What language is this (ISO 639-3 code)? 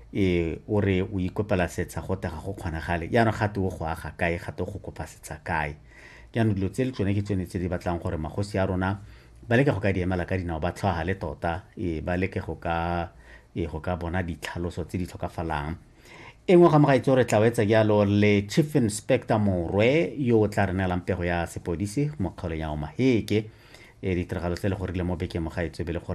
tsn